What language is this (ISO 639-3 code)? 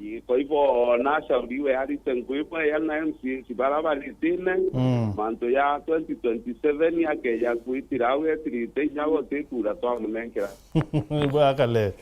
mer